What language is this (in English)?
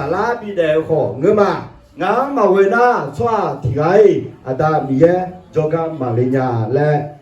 Akha